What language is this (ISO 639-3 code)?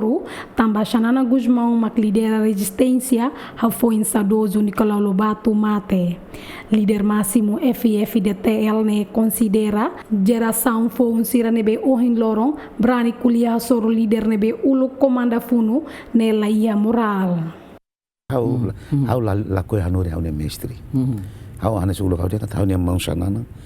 tet